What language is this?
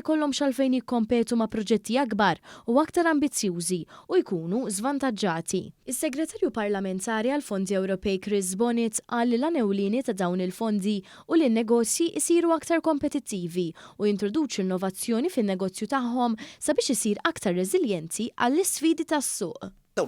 Maltese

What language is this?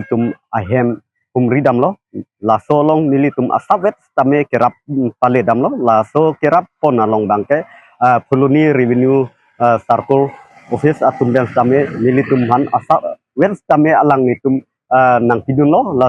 Karbi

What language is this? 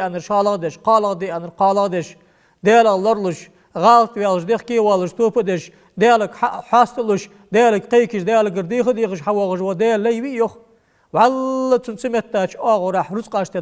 Ingush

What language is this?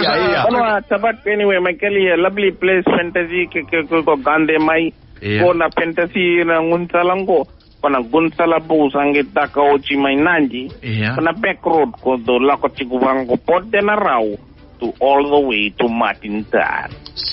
Fijian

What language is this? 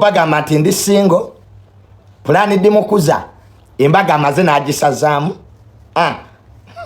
Ganda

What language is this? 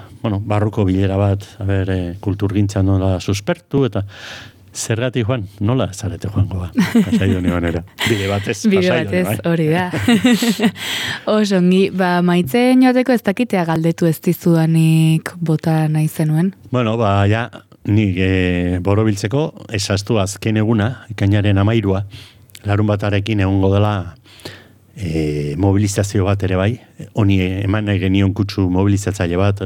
Basque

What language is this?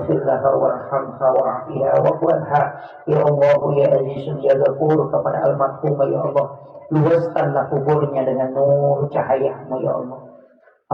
Buginese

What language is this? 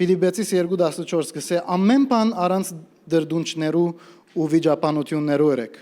Western Armenian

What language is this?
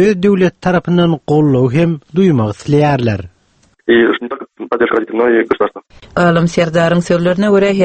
Turkmen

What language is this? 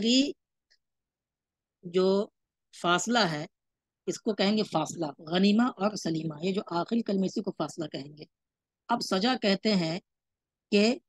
Urdu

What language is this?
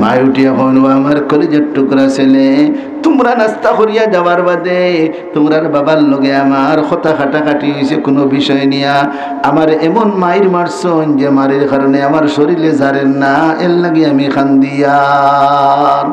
Sylheti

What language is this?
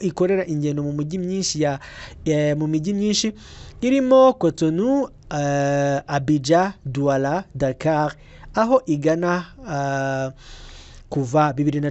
Kinyarwanda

